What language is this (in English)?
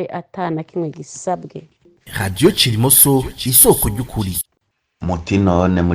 Rundi